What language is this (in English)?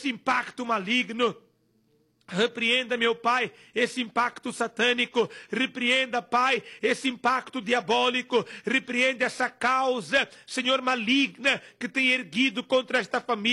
Portuguese